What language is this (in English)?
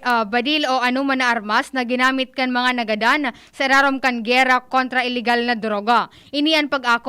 Bikol